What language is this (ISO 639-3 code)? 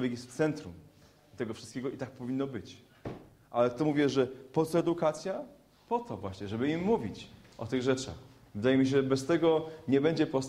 pol